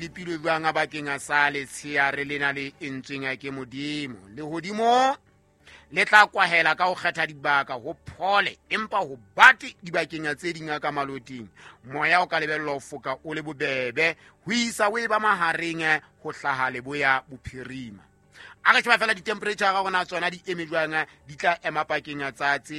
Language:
Southern Sotho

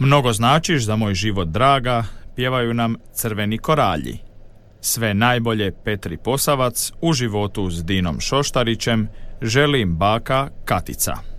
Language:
Croatian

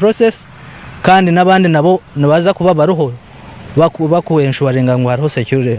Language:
Nyankole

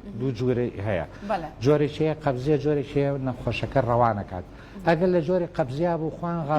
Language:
Central Kurdish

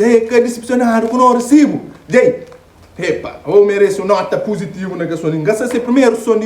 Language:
Kabuverdianu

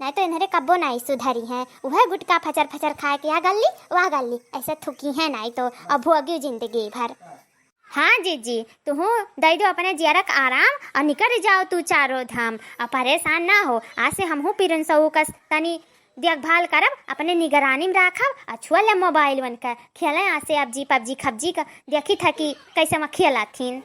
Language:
Awadhi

